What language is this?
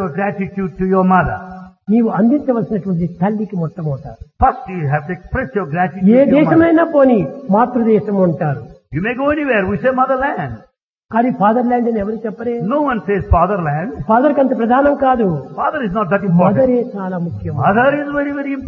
Telugu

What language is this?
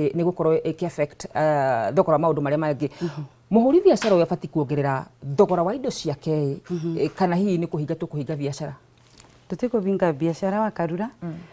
Kikuyu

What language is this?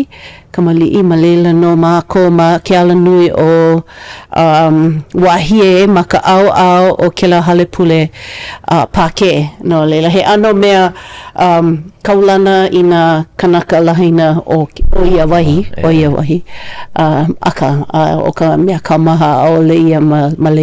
Hawaiian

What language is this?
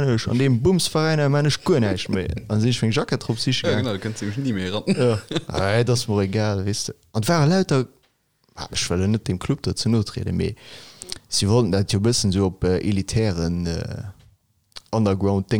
Luxembourgish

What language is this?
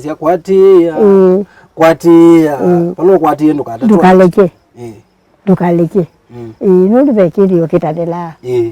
Kamba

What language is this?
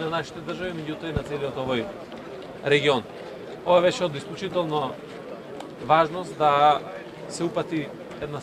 Macedonian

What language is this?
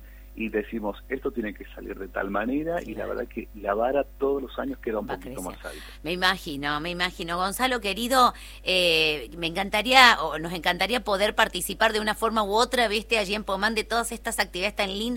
Spanish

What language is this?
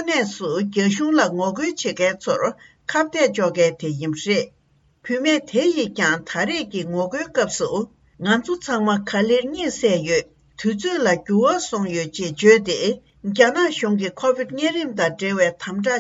Tibetan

